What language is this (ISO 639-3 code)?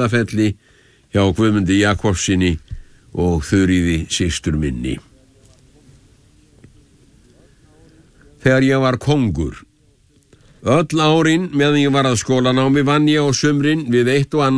isl